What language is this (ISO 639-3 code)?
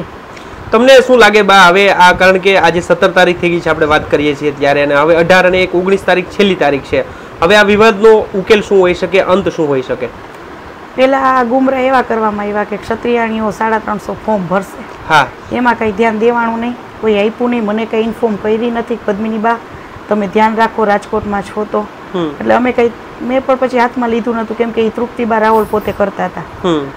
guj